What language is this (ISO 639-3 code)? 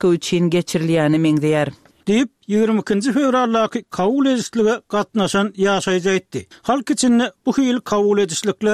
tuk